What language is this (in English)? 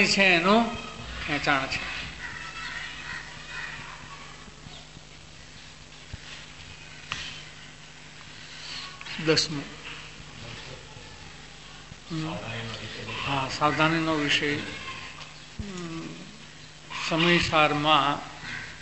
Gujarati